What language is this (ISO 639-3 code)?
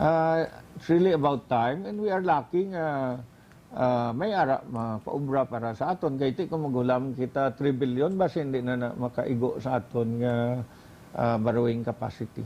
hil